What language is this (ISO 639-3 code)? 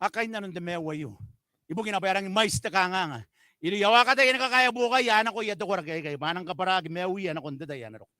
gil